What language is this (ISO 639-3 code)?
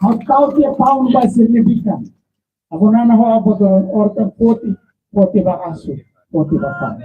tet